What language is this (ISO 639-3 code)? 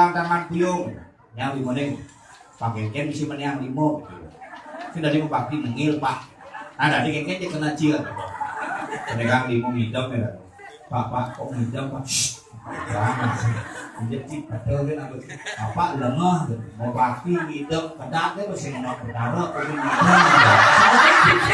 ban